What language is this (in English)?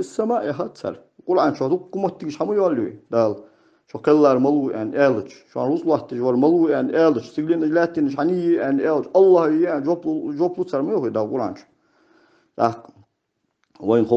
Ingush